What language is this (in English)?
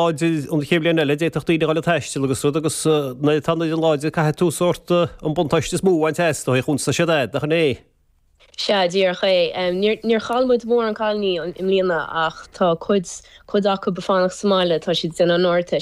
Irish